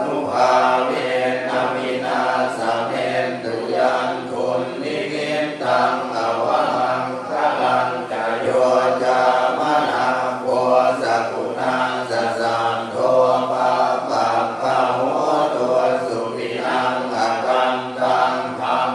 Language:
Pali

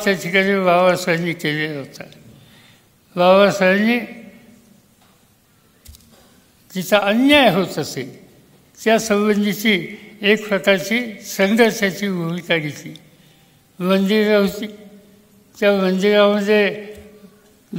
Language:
Marathi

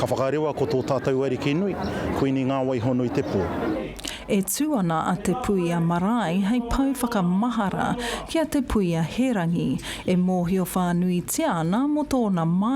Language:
Māori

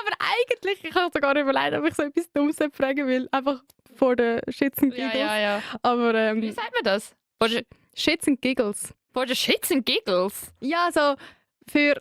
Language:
Swiss German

